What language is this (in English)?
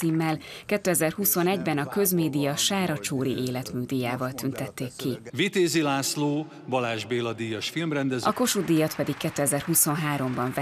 Hungarian